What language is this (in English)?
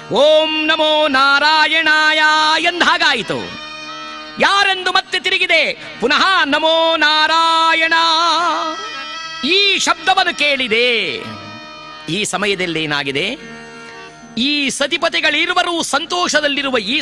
Kannada